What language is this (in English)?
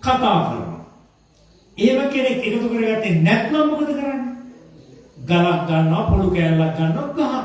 Sinhala